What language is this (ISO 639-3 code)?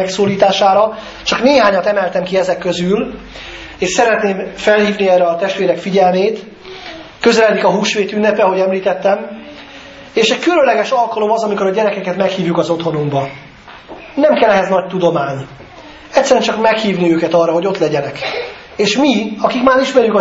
hun